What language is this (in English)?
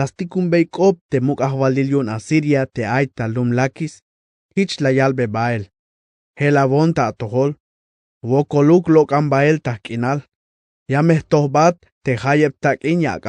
Tzeltal